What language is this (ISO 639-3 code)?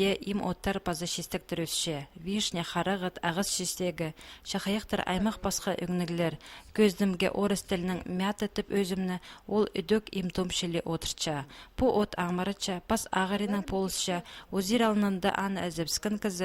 kjh